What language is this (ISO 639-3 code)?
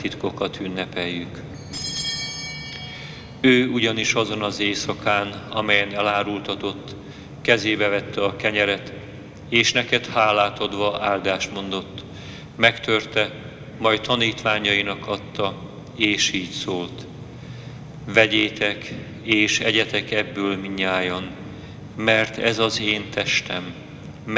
hun